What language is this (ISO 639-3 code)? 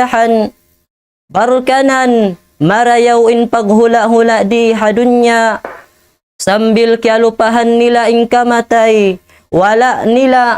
tsg